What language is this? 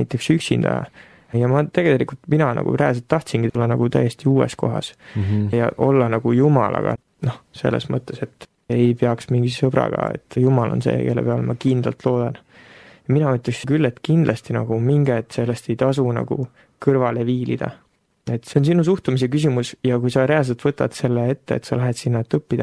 Estonian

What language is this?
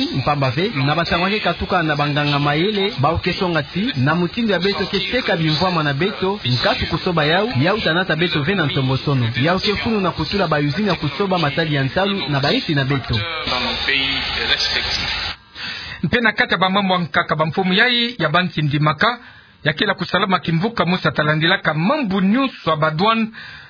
Kituba (Democratic Republic of Congo)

